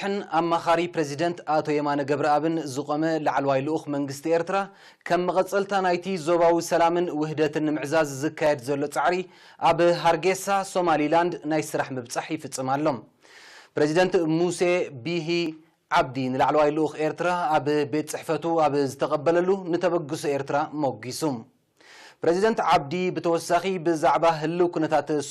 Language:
Tigrinya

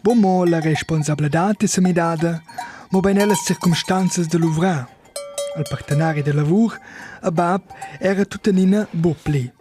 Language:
Romansh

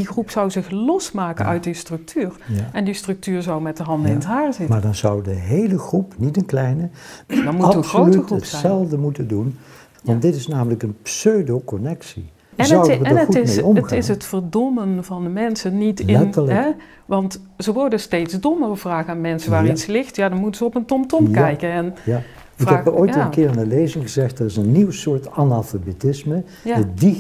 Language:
Dutch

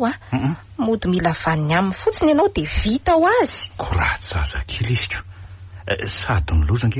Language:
Malagasy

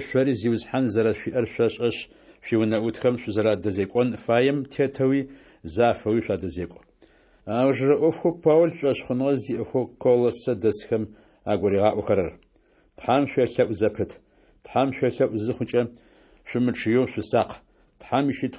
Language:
Adyghe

